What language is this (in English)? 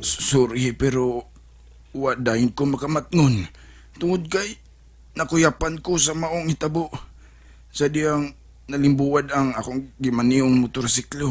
Cebuano